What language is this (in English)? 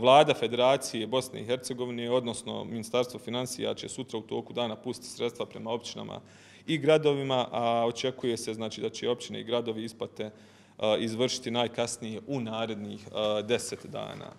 Croatian